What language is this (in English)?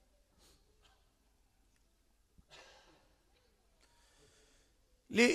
Bosnian